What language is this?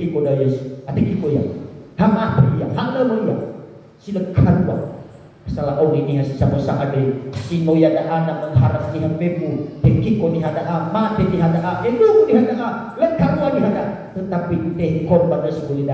Nias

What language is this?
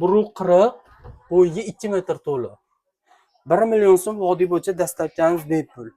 Uzbek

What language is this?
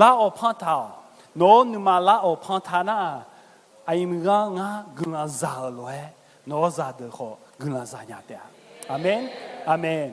Akha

